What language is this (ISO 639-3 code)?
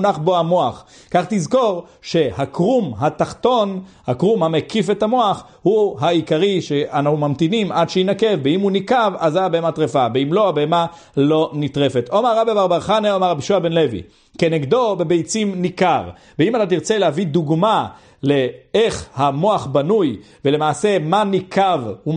heb